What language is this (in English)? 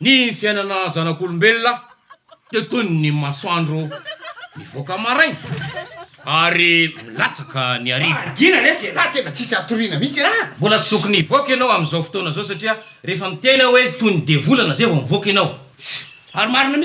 Malagasy